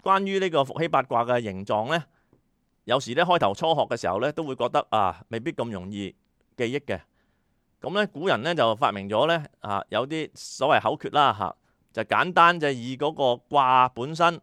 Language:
Cantonese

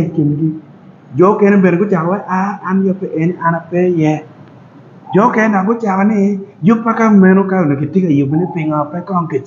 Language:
Acoli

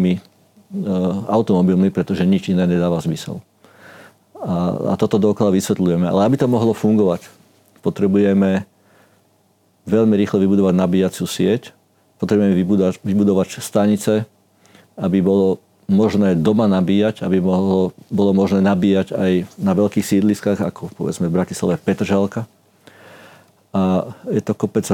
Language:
Slovak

